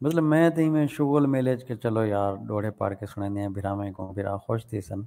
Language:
Saraiki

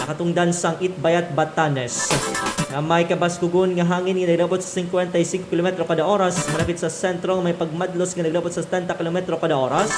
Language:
Hiligaynon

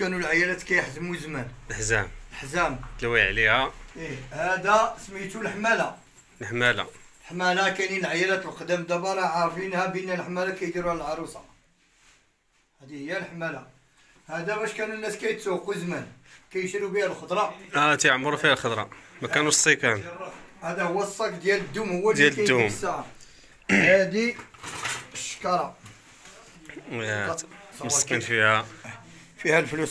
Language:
Moroccan Arabic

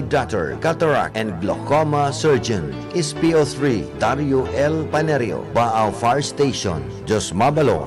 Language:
Bikol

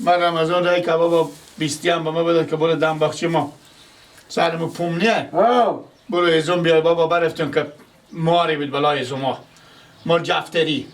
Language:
Persian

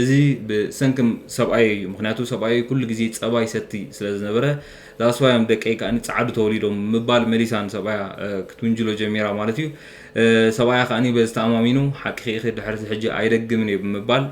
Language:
Tigrinya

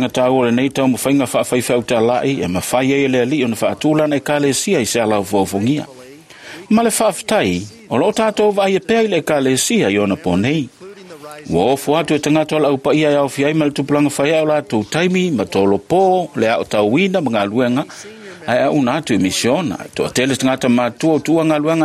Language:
Samoan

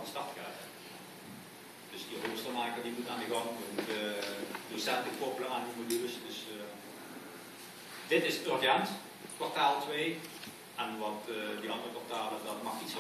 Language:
Dutch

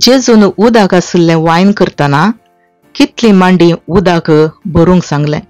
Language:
Konkani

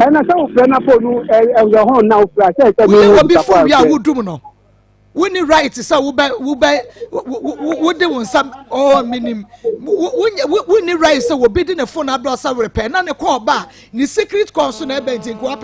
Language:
Akan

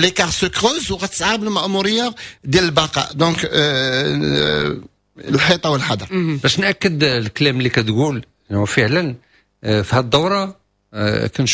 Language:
Moroccan Arabic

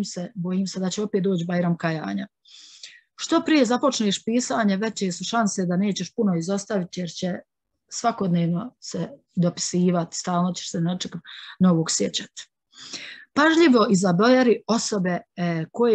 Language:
Bosnian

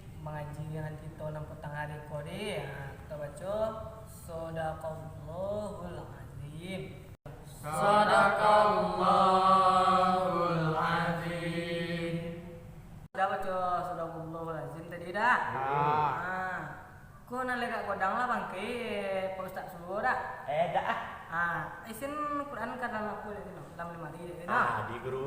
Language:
Minangkabau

